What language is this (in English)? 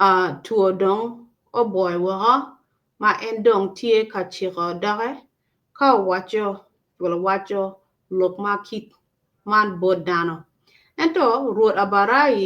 Acoli